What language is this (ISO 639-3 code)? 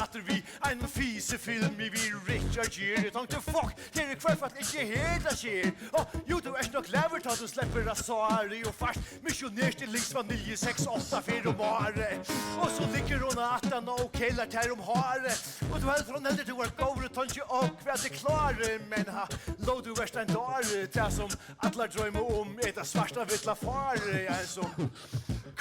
fao